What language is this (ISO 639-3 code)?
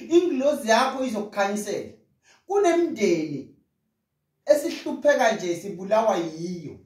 zul